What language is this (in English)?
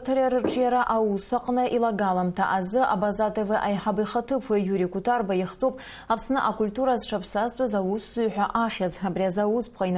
Abkhazian